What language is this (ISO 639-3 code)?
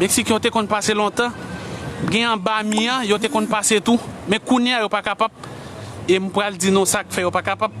hat